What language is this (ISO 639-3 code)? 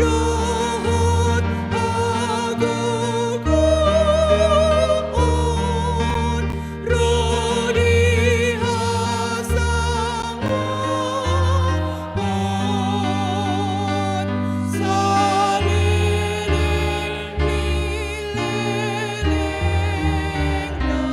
bbc